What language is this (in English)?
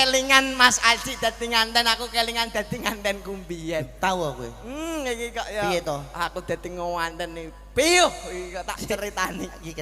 Javanese